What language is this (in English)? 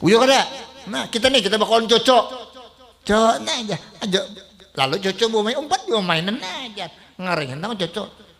Banjar